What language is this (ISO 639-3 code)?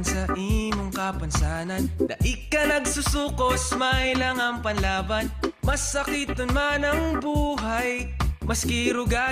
bik